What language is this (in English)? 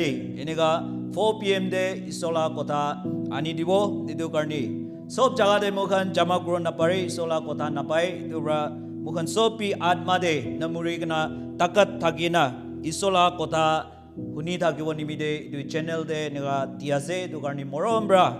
Naga Pidgin